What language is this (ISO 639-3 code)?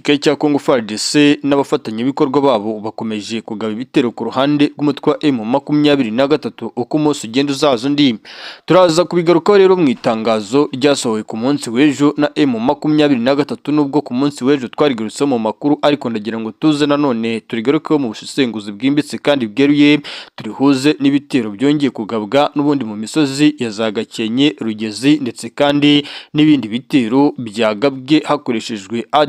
kin